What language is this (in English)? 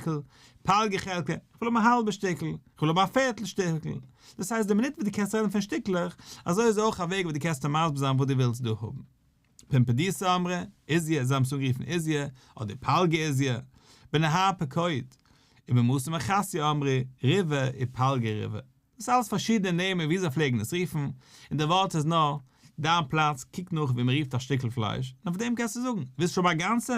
Yiddish